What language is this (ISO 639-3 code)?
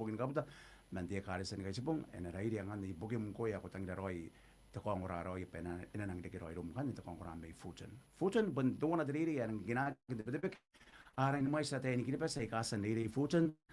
gil